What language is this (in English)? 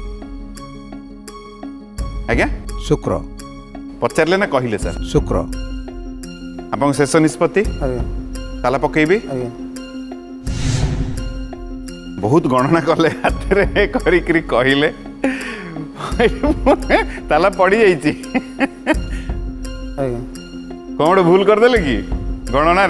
Odia